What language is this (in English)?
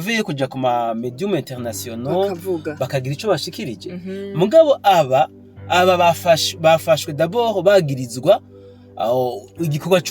Rundi